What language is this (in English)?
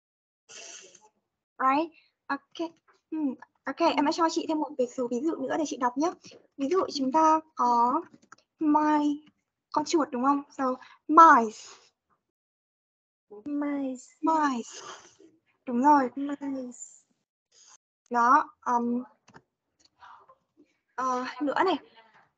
Vietnamese